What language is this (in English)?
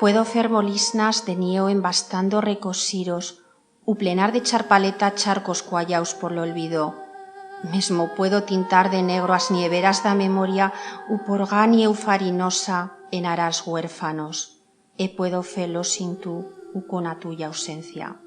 Aragonese